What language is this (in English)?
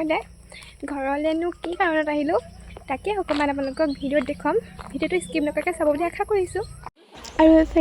Assamese